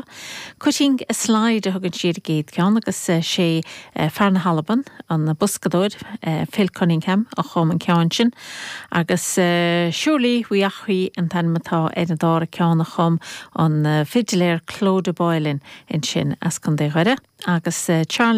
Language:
Irish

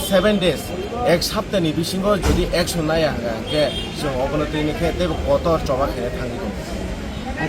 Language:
Kok Borok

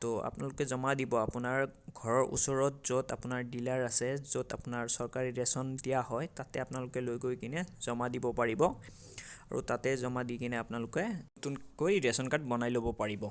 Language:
Assamese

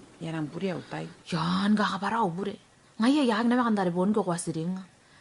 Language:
Gilbertese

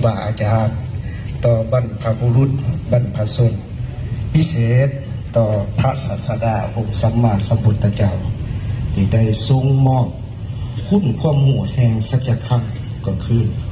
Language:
Lao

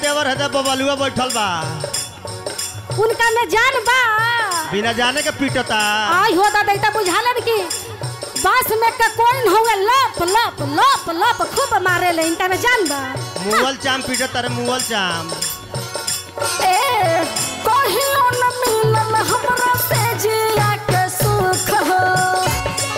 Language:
Bhojpuri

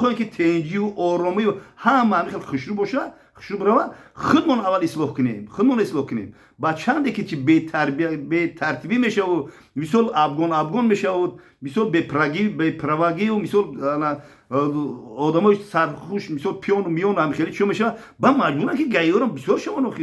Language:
Tajik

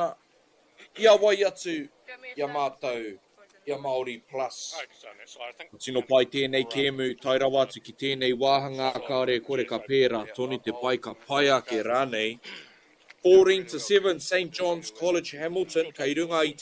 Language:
Māori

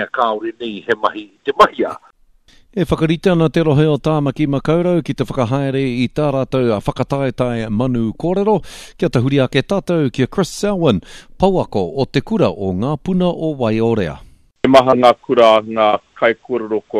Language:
Māori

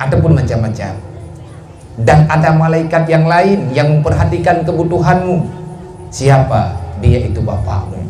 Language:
Achinese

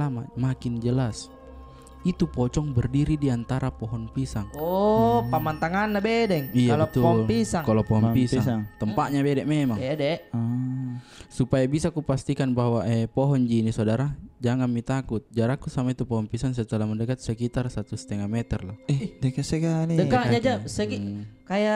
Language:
Makassar Malay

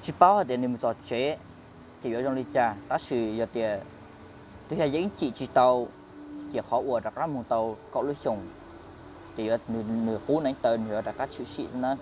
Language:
Hmong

